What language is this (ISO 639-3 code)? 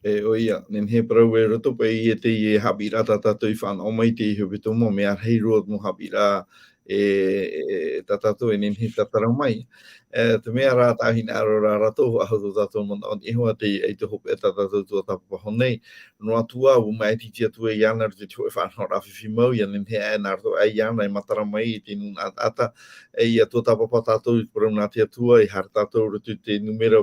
tah